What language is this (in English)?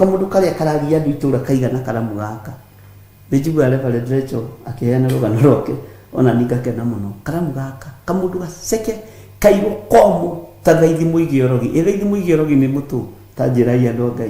Kikuyu